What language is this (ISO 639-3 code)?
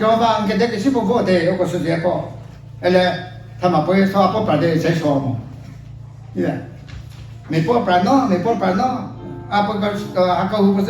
nri